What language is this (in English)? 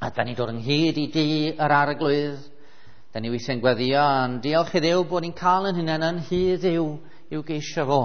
Welsh